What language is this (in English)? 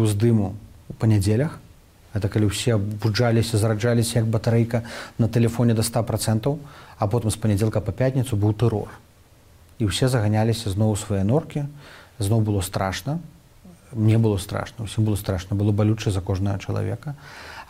Belarusian